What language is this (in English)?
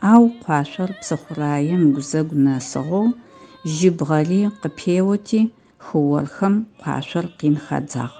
Adyghe